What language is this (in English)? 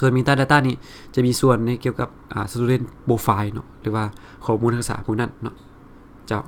Lao